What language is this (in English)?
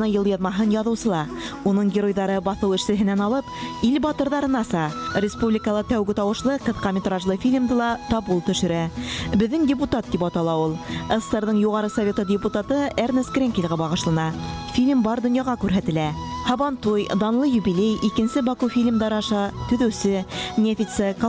Bashkir